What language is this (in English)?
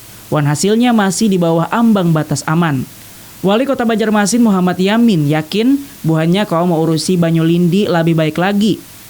Banjar